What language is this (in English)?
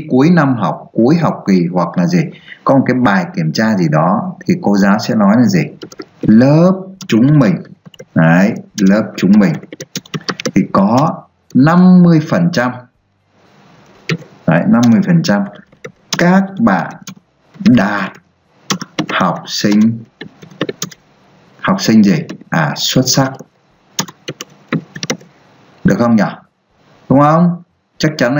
Vietnamese